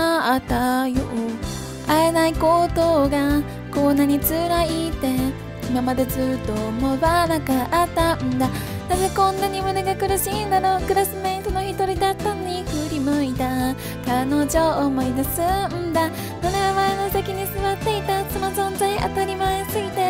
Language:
Japanese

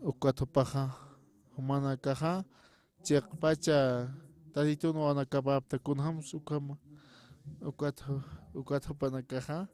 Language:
Aymara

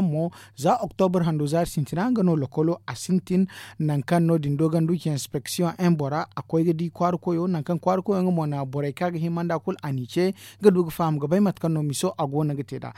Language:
Zarma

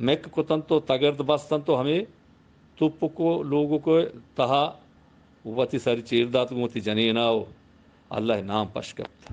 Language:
Eastern Balochi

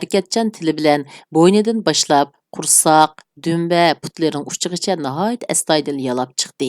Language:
Uyghur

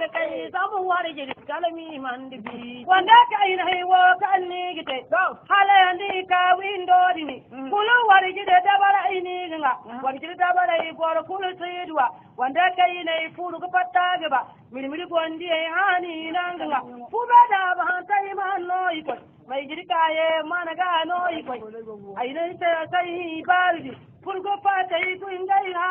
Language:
Zarma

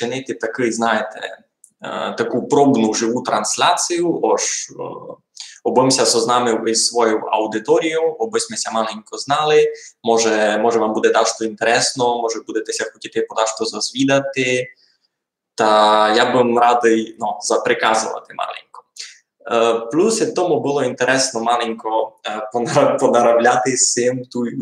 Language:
Rusyn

